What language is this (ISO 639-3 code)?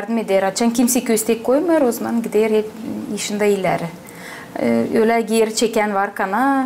gag